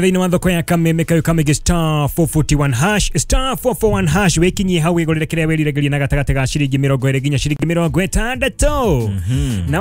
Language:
Kikuyu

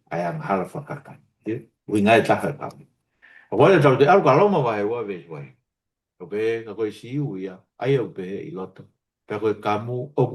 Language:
Tongan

